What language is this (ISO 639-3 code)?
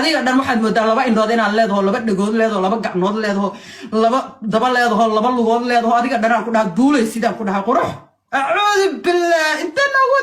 som